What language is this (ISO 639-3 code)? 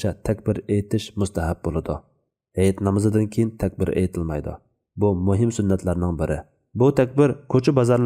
uig